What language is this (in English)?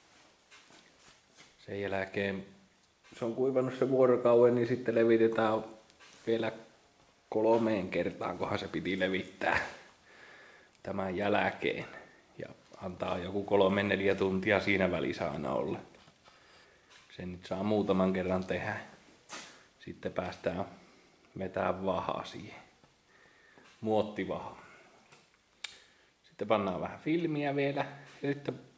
Finnish